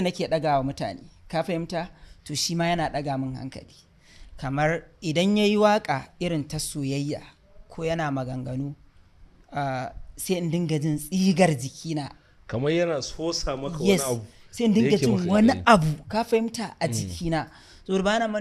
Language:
Hausa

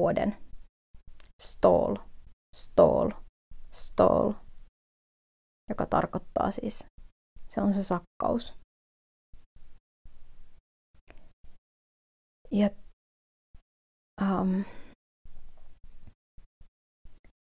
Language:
Finnish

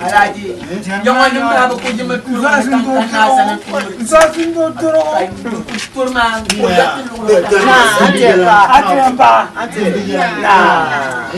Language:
Dagbani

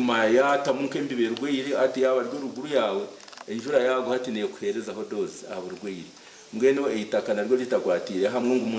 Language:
Nyankole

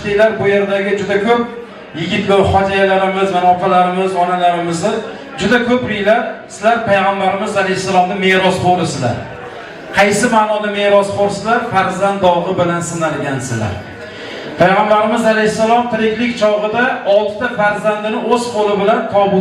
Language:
Uzbek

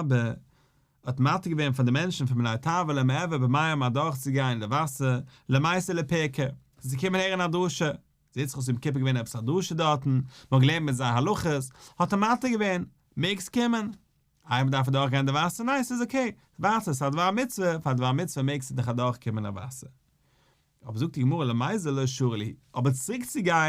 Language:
Yiddish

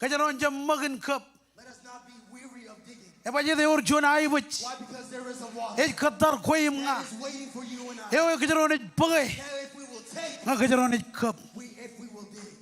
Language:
Marshallese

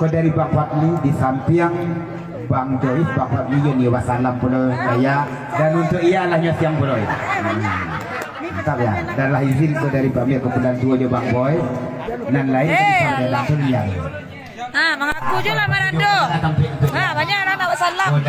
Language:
Minangkabau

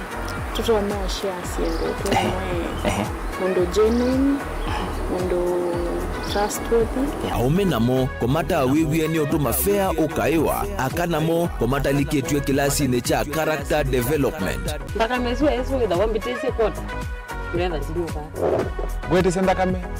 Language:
Kamba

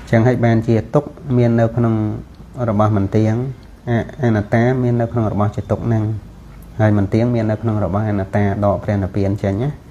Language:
Khmer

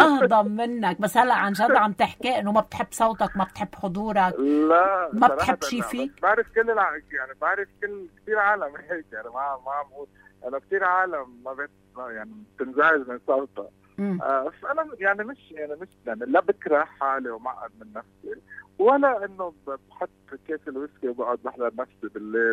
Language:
North Levantine Arabic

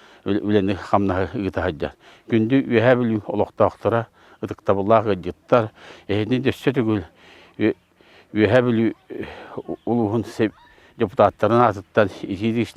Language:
Yakut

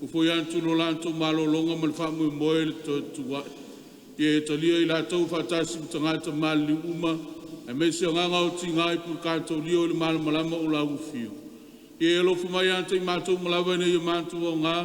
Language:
Samoan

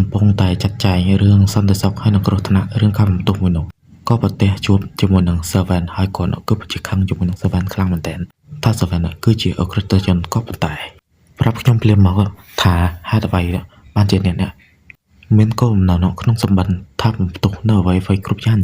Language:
Khmer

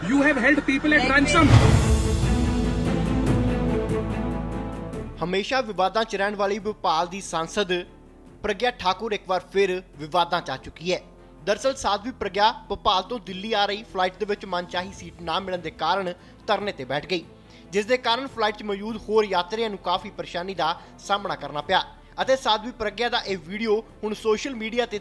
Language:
Punjabi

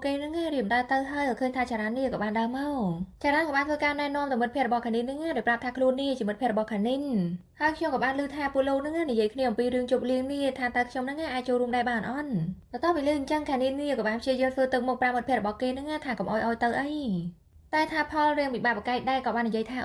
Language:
Khmer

